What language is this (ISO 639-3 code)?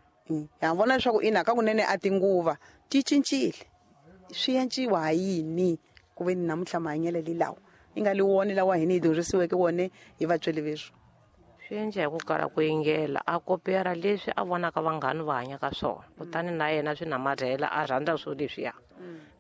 tso